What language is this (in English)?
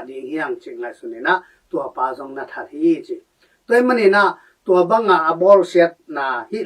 Tedim Chin